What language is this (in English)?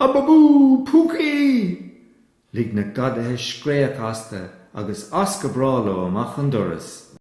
Irish